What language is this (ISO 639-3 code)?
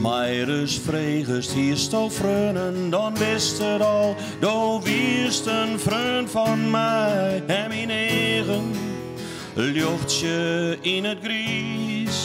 fry